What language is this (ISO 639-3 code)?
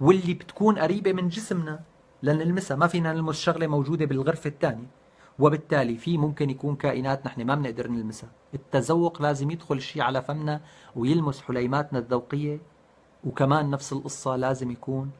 apc